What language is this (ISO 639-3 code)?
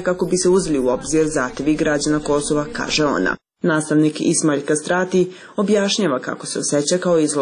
srp